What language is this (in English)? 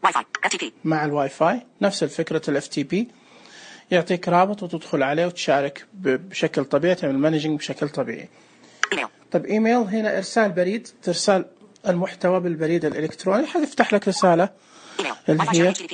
Najdi Arabic